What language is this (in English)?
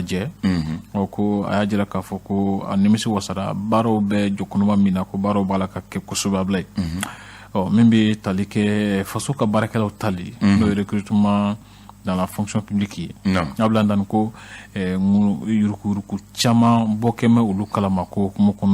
Bambara